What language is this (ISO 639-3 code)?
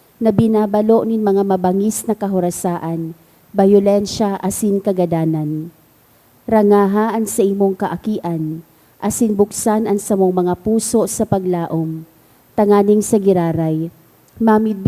bik